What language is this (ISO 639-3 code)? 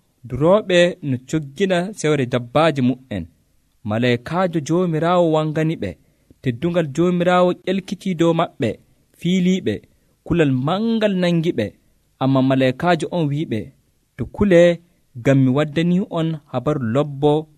fuv